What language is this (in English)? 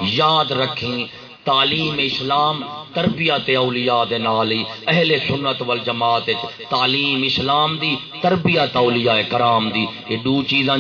Saraiki